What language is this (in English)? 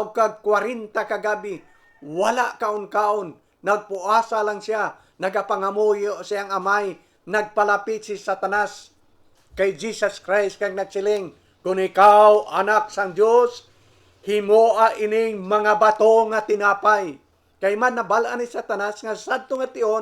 Hiligaynon